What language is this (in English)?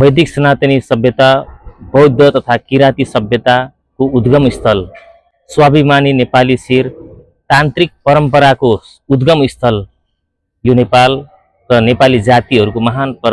Nepali